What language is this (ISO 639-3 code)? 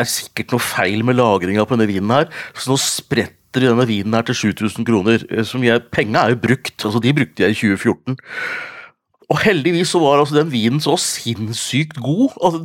nor